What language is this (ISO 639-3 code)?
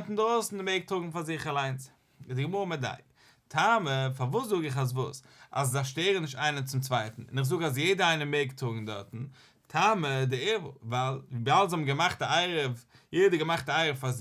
yid